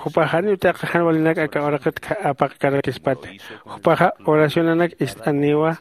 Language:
Aymara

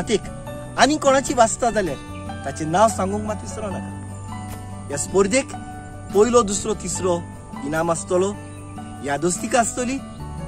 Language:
Konkani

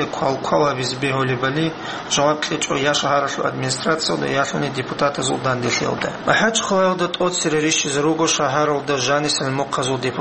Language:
Avaric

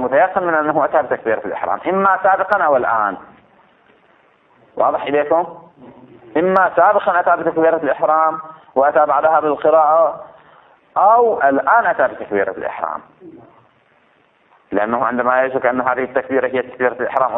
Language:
Arabic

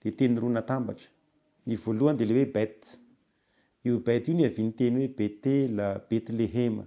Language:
Malagasy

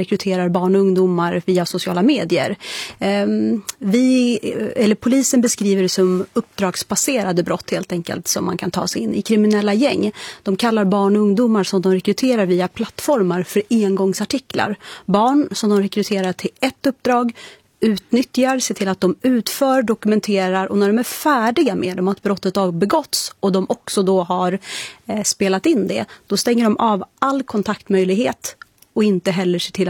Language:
Swedish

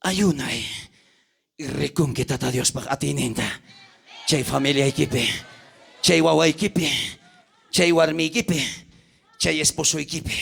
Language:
South Bolivian Quechua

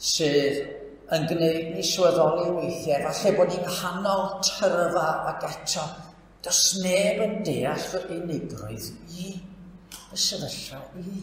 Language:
Welsh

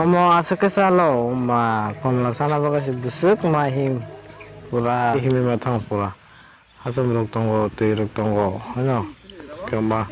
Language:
Kok Borok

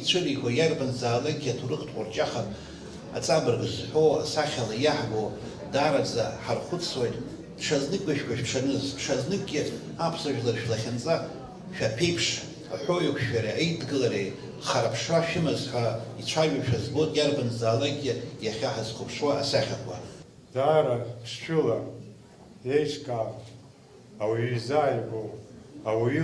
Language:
Abkhazian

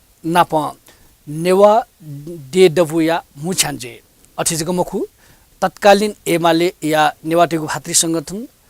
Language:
Newari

